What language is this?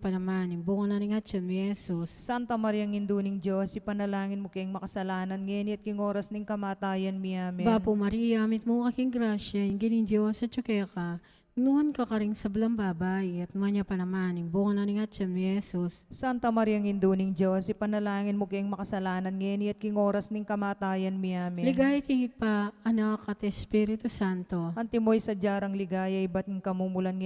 Pampanga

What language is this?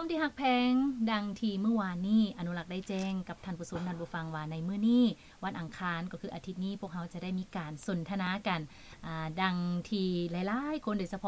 Lao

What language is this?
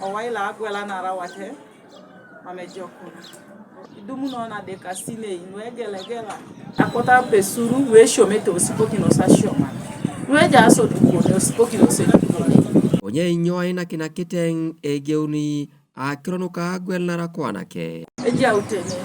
Teso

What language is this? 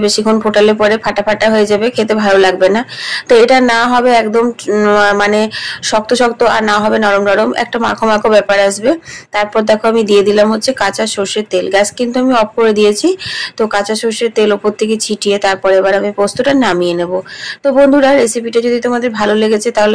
Bangla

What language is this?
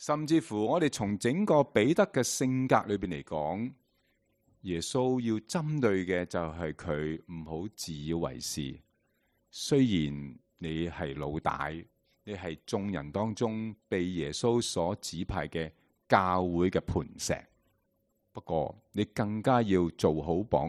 Cantonese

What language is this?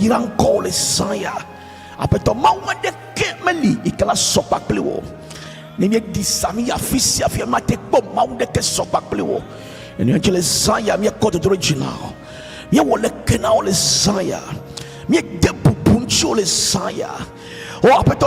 Ewe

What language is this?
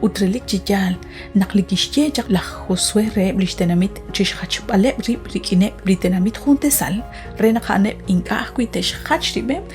Kekchí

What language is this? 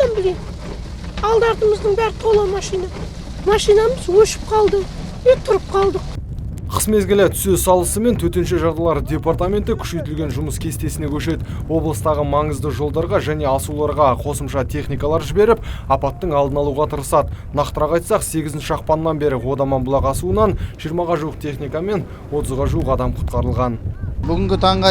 Kazakh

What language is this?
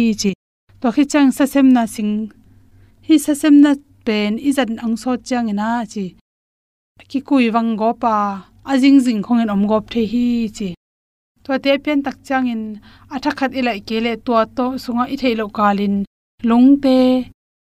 Tedim Chin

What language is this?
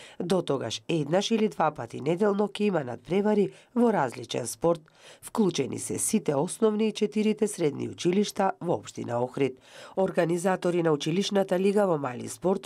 Macedonian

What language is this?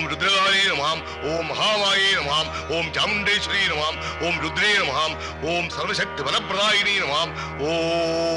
Malayalam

